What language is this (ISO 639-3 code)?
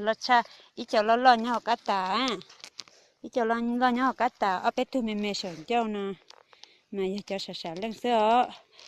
hmn